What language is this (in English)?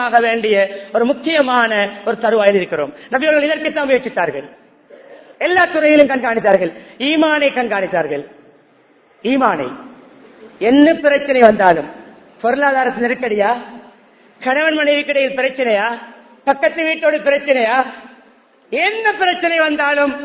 Tamil